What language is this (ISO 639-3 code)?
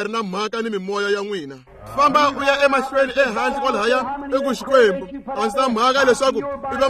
tso